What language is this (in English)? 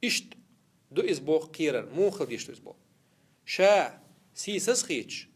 Chechen